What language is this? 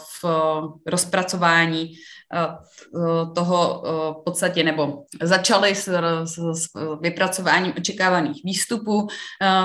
Czech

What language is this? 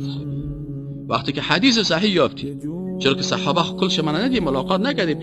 Persian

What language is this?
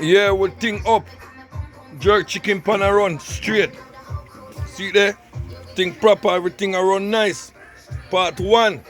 Jamaican Creole English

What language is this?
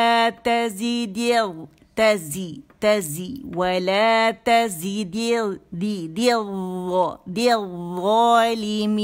Urdu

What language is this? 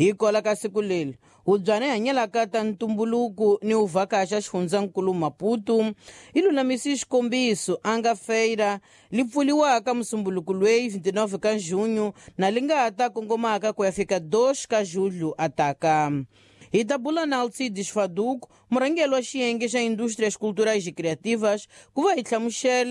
Tsonga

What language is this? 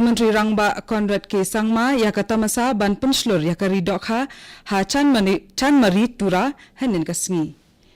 Khasi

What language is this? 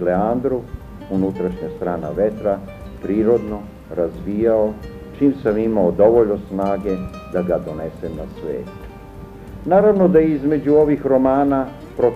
Serbian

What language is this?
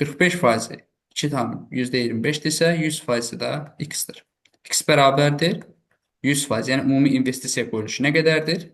Azerbaijani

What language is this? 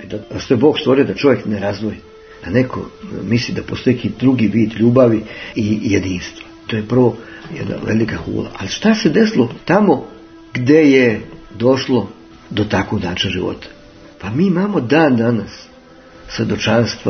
Serbian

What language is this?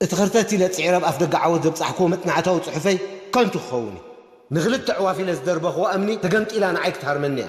Tigrinya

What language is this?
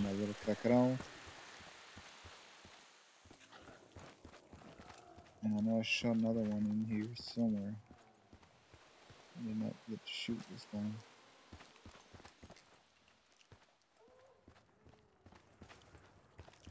English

